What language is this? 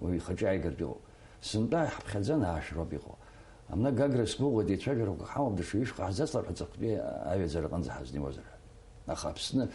Abkhazian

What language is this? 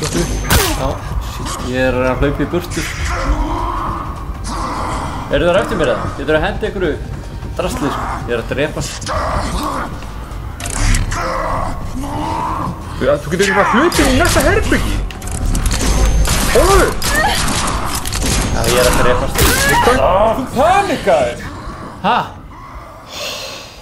Icelandic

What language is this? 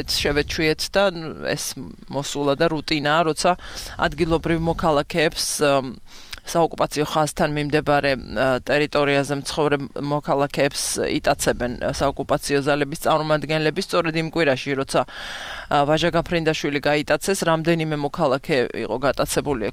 Georgian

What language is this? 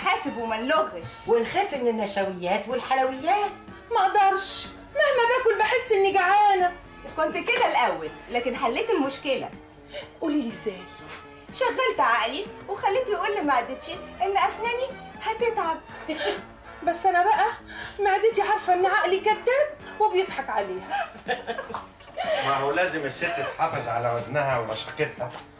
Egyptian Arabic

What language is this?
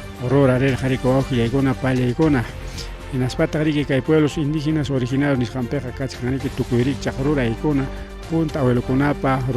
Ayacucho Quechua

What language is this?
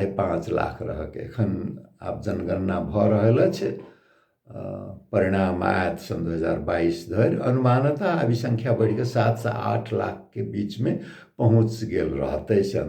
Maithili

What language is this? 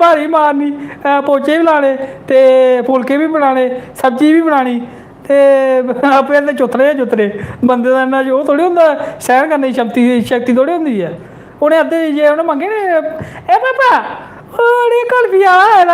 Dogri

